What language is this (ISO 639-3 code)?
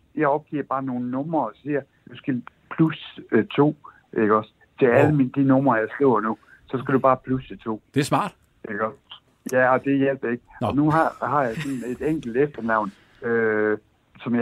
dan